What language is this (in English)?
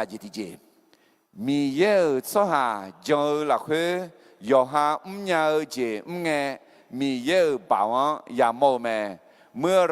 Akha